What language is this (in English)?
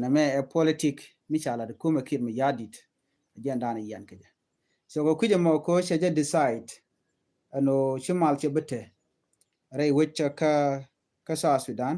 Nuer